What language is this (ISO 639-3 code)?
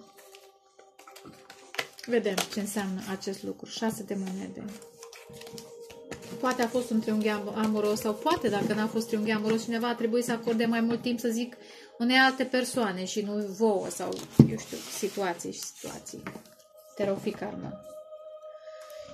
ron